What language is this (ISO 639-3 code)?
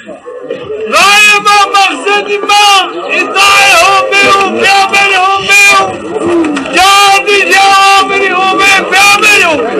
zza